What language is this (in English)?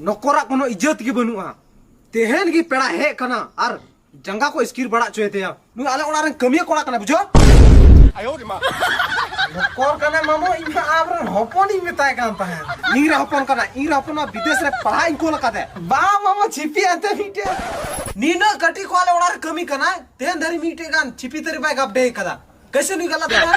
Santali